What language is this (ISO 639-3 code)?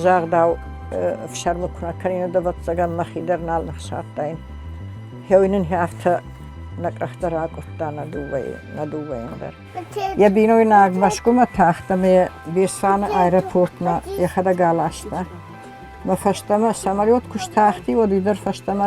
oss